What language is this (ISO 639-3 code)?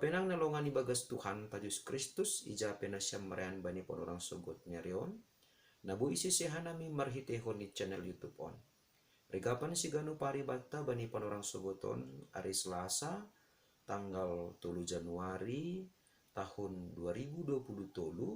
bts